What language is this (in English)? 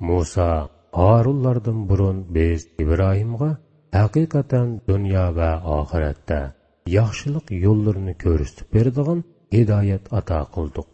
Uyghur